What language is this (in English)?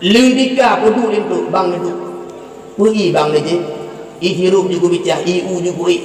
Achinese